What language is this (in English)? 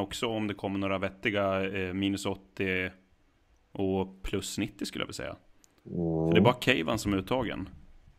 Swedish